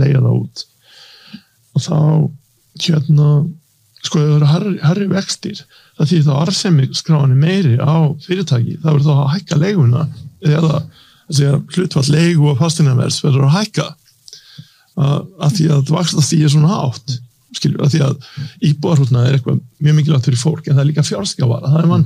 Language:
Icelandic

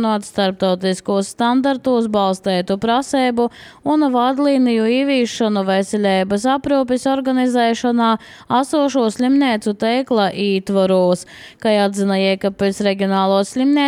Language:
Latvian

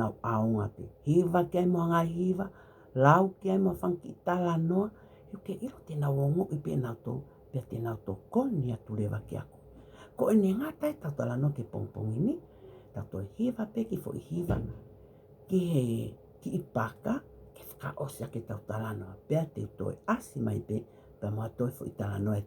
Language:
Tongan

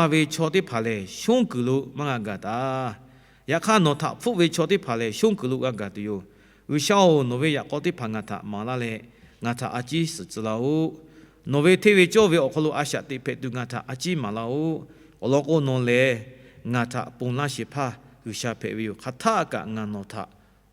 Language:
Lahu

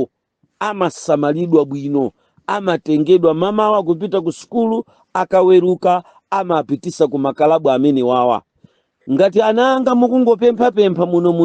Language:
Nyanja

